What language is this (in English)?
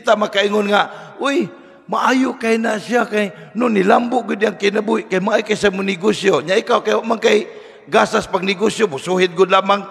Cebuano